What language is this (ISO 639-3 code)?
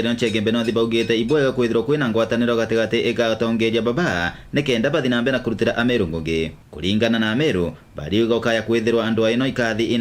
mer